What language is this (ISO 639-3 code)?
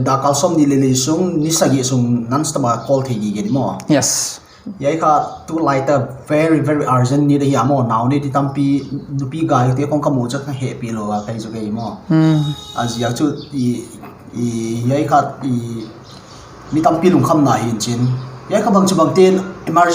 pck